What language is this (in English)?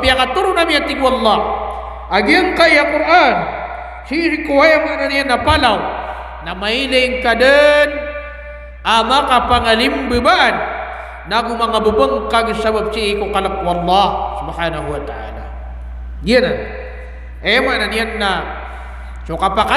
Maranao